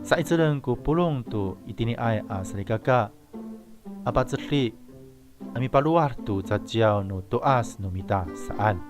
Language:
Amis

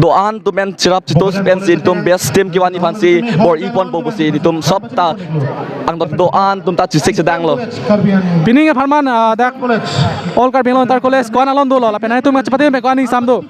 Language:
Karbi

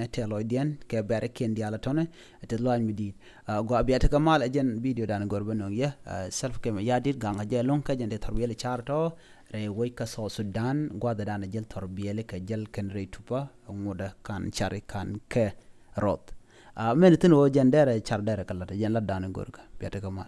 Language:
Nuer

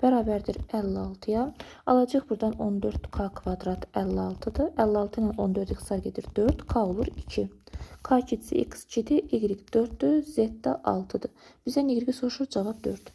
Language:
Azerbaijani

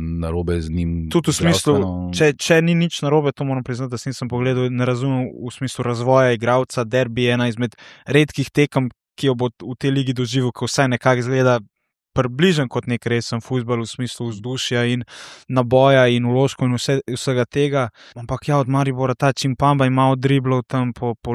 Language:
Slovenian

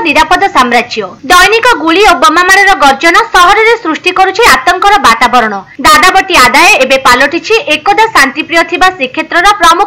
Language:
Odia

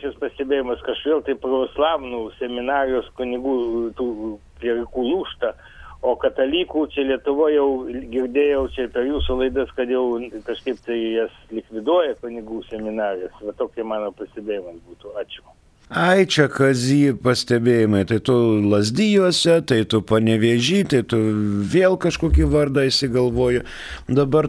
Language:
Lithuanian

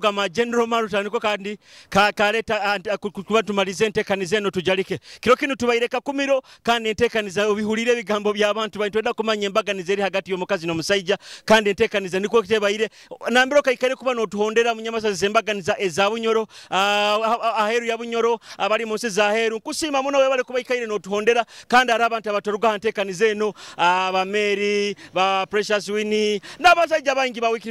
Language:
Nyoro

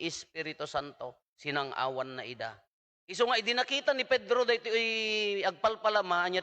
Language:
Iloko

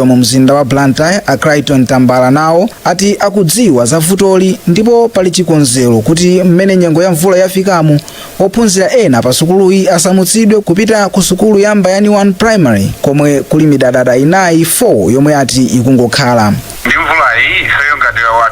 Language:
Nyanja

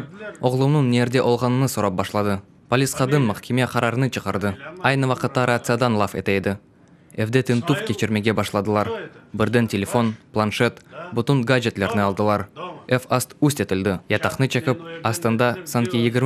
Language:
Crimean Tatar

